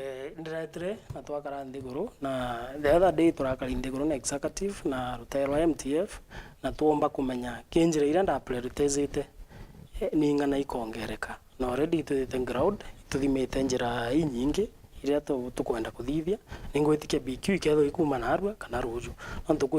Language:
Meru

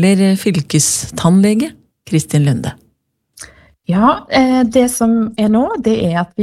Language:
Norwegian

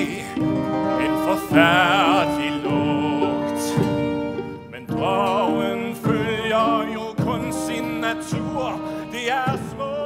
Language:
Danish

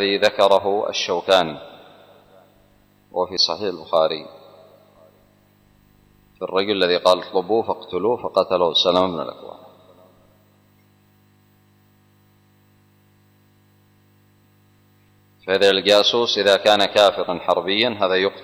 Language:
Arabic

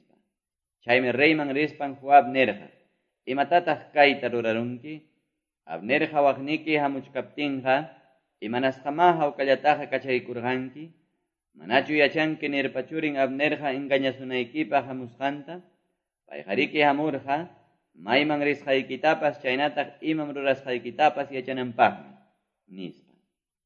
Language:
Quechua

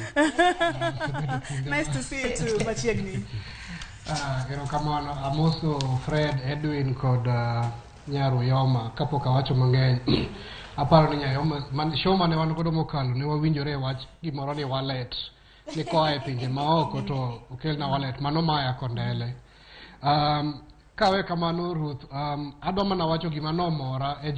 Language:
Luo (Kenya and Tanzania)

